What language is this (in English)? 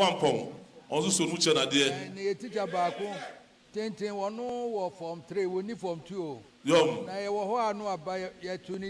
Akan